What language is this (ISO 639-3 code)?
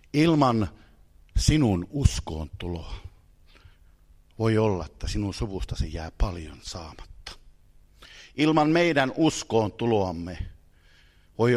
fin